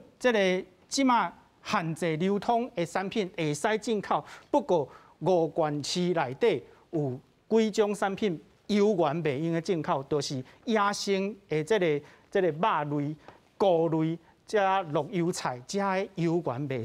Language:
Min Nan Chinese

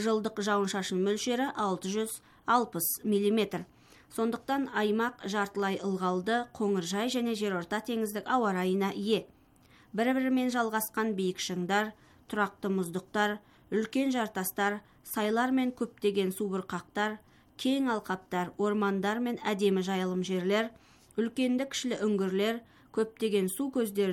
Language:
Kazakh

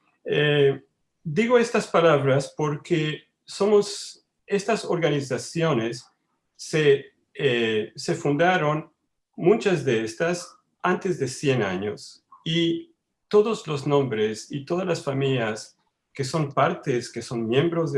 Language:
Ladino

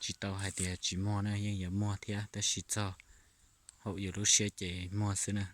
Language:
Hmong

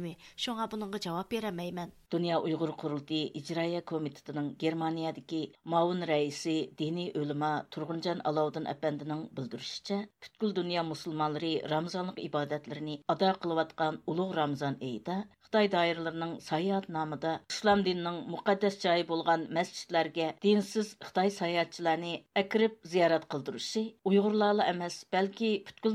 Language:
Uyghur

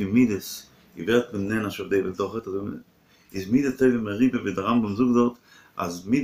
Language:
Yiddish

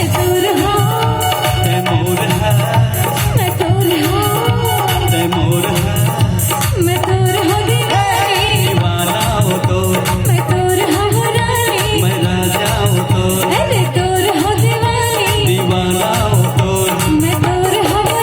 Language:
Chhattisgarhi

